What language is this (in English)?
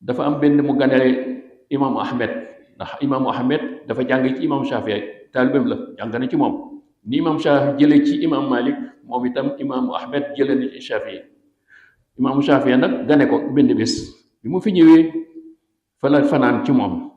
Wolof